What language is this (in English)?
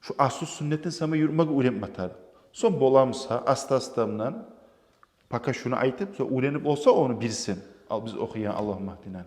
Kumyk